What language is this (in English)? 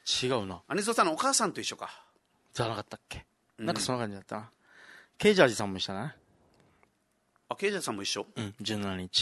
Japanese